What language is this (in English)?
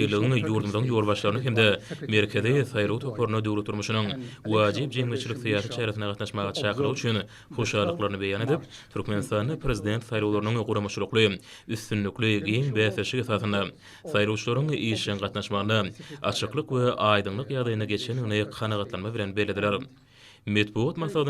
Turkmen